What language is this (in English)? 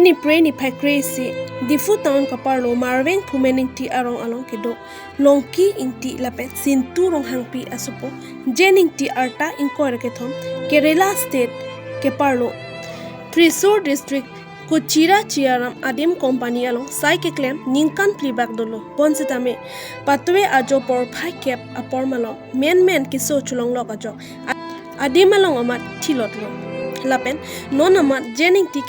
Karbi